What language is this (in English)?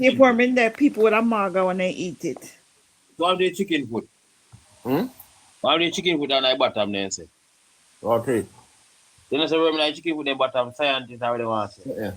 Jamaican Creole English